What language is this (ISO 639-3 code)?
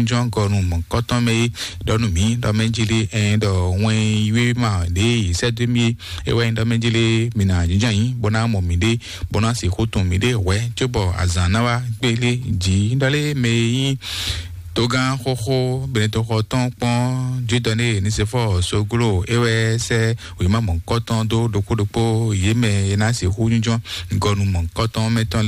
fon